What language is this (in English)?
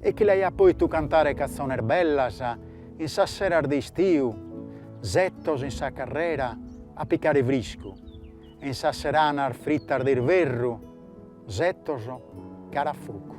Sardinian